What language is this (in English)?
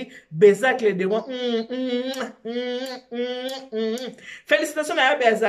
Lingala